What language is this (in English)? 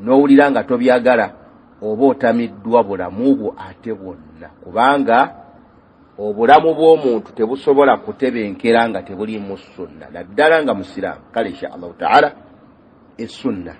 Ganda